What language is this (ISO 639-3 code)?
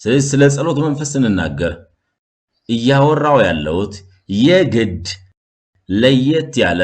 amh